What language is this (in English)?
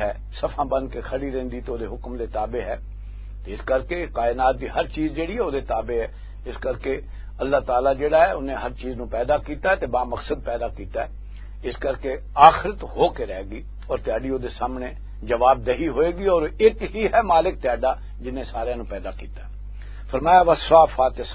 Western Panjabi